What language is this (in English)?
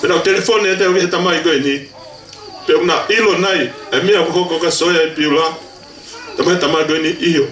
Tongan